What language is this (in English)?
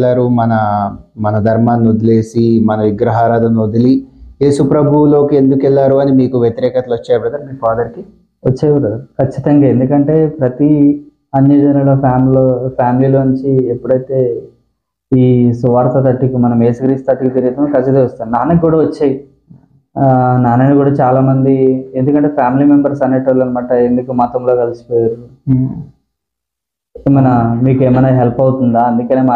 Telugu